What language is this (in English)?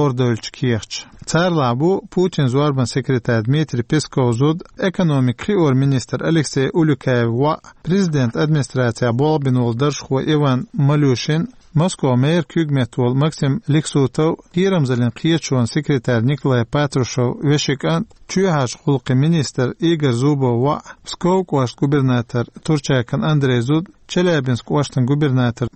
Chechen